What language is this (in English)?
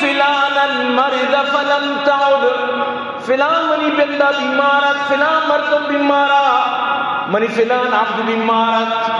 Eastern Balochi